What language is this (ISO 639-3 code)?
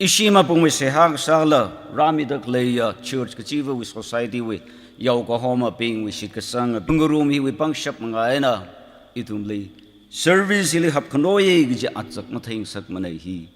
nmf